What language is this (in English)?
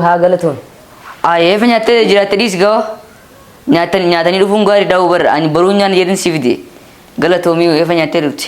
Oromo